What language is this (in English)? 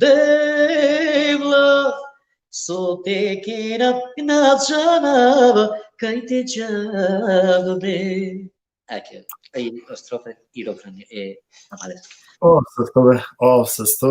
Balkan Romani